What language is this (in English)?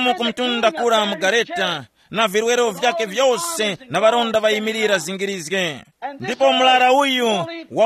Tumbuka